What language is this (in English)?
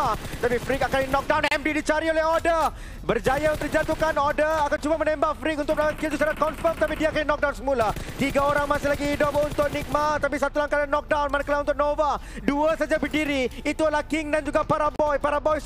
Malay